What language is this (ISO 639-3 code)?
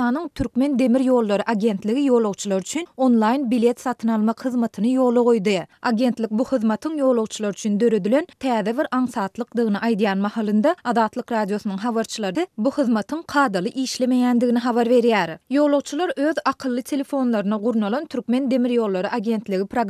tuk